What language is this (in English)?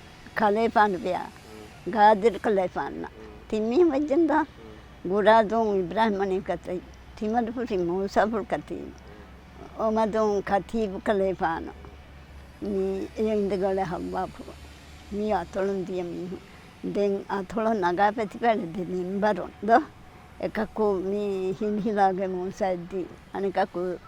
Divehi